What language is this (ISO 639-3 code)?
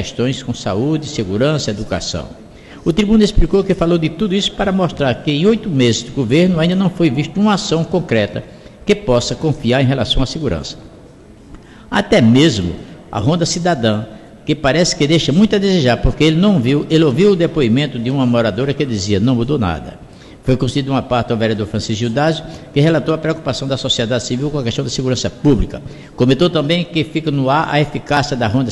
por